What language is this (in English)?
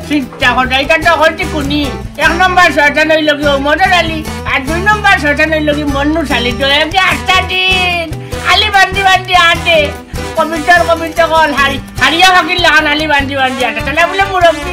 Sylheti